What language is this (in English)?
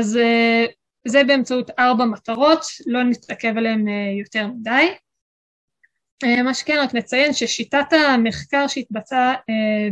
Hebrew